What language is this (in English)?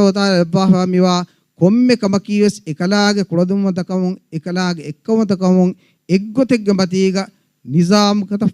Divehi